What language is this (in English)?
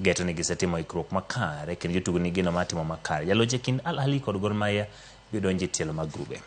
Luo (Kenya and Tanzania)